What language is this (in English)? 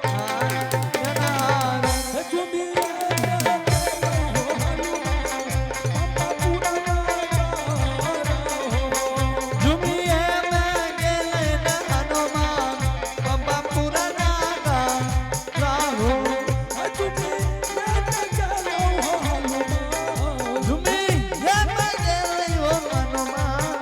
Angika